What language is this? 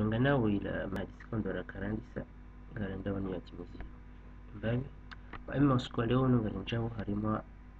Ngazidja Comorian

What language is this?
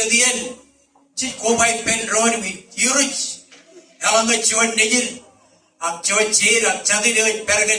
Marshallese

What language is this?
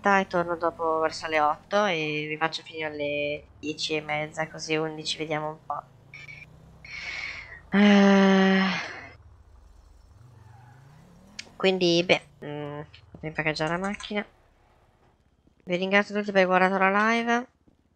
Italian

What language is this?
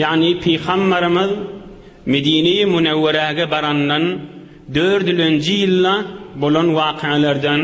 Turkmen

